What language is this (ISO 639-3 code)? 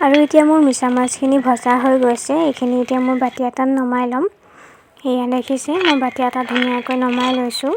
asm